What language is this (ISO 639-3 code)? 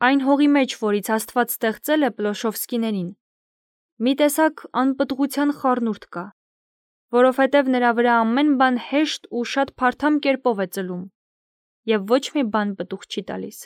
hye